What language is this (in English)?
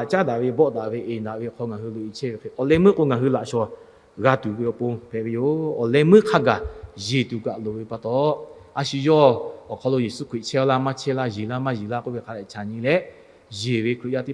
Lahu